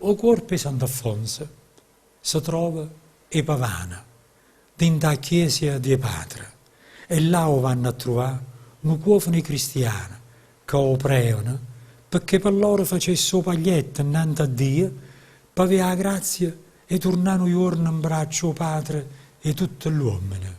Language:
Neapolitan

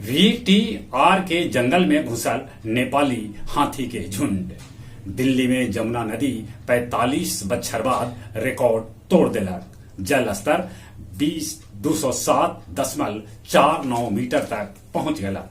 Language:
Magahi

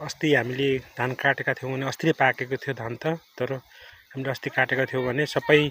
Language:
Nepali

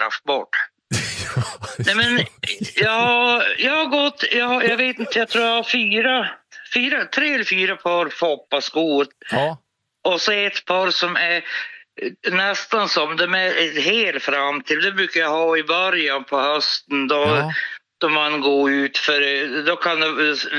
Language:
Swedish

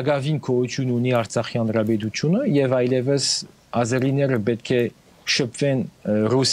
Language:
Armenian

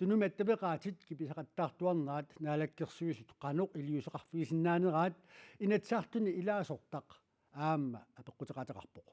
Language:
Kalaallisut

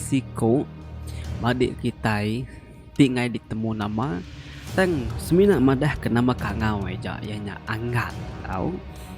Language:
Iban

